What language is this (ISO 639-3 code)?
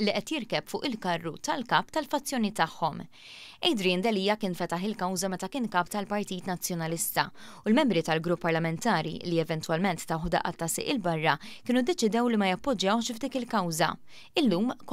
mlt